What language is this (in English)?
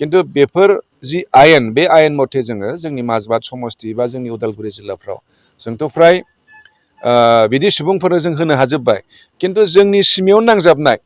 Bodo